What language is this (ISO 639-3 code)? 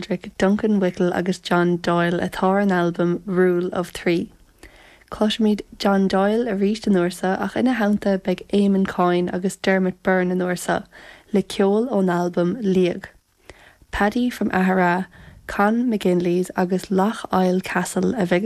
gle